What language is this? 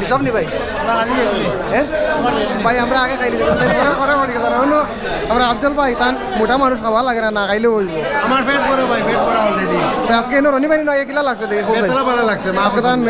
Sylheti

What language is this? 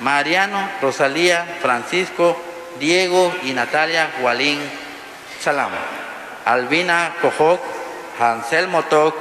Kekchí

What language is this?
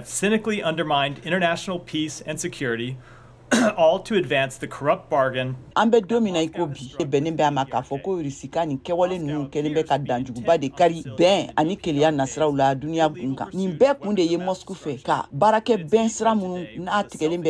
Bambara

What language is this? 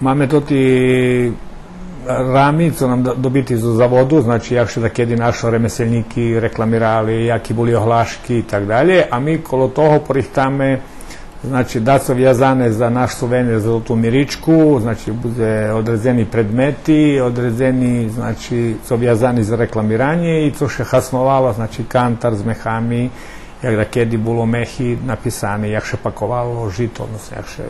Rusyn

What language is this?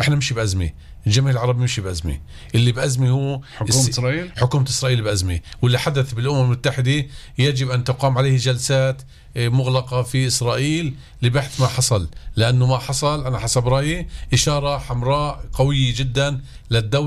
North Levantine Arabic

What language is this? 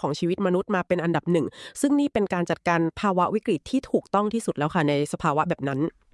Thai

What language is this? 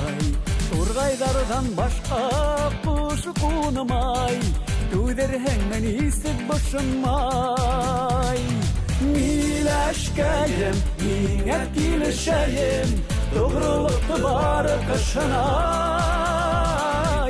Bashkir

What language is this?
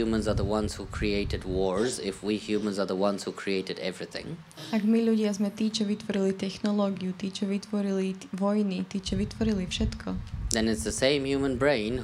Slovak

